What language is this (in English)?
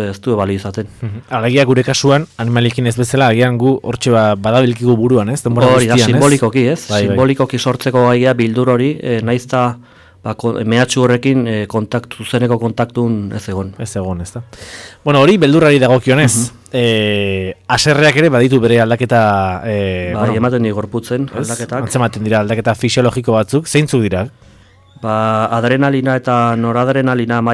Basque